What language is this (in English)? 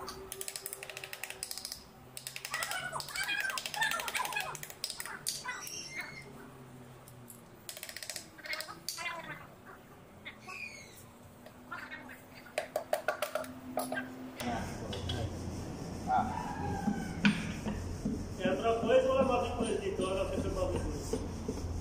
Filipino